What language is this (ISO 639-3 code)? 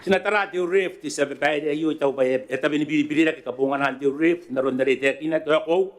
gil